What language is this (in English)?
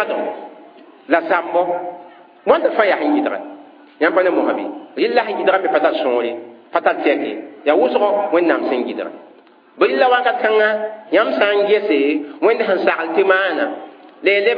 Mossi